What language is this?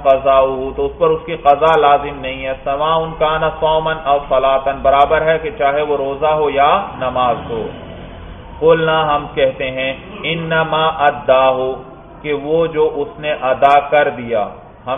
Urdu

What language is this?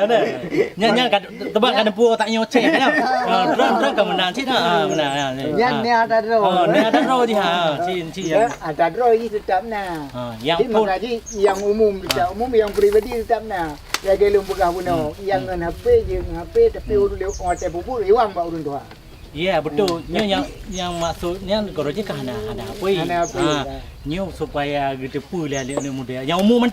Achinese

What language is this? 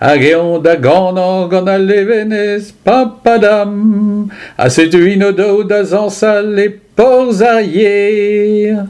Breton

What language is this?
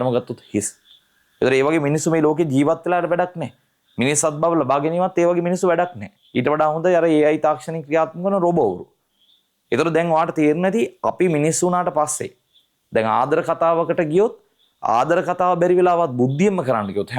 Sinhala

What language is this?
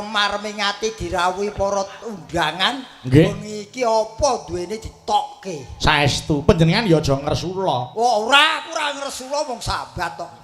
Javanese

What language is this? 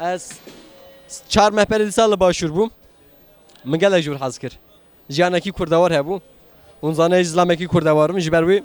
Kurdish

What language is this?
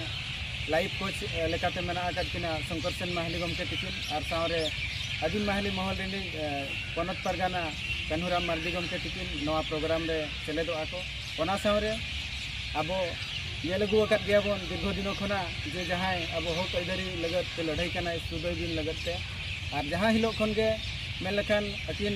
Santali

